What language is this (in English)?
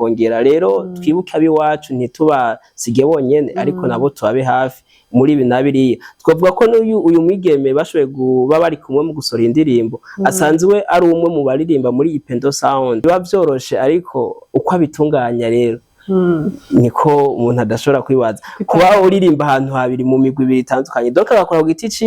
Rundi